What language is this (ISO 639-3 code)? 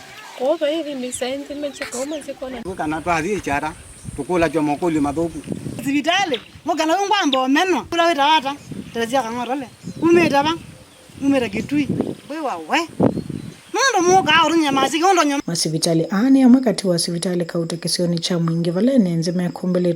kam